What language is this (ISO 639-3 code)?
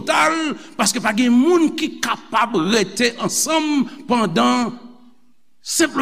hat